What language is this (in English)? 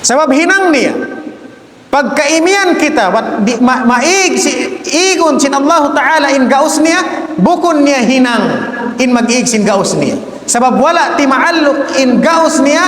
Tausug